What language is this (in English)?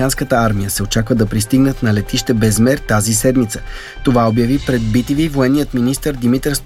Bulgarian